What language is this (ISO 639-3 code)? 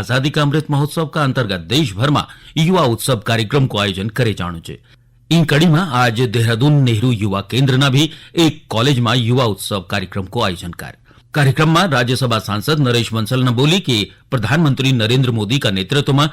gbm